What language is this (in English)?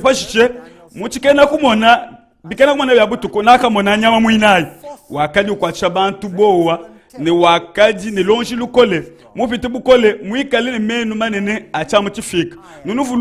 Luba-Lulua